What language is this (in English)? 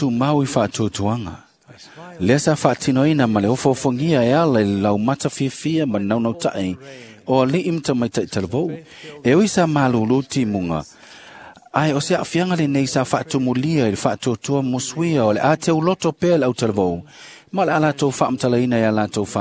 Samoan